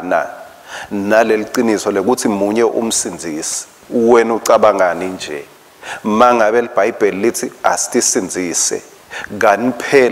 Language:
Swati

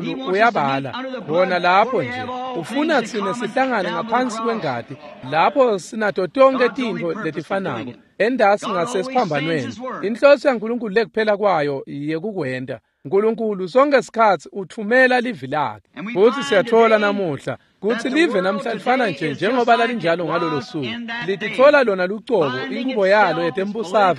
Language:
Swati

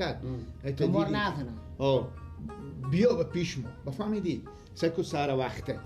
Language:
Persian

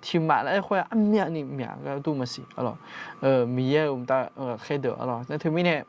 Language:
Akha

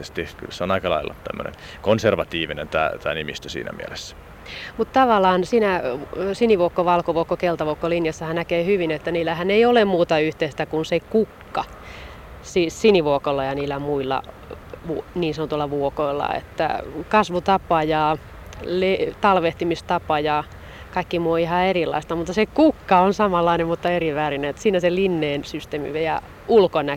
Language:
Finnish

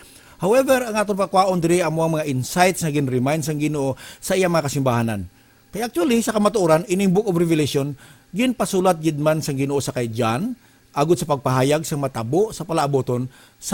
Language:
Hiligaynon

